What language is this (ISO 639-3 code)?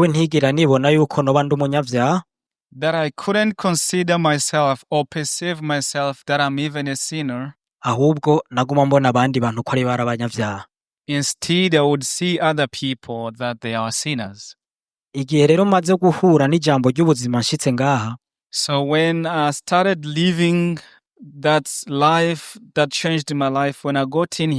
run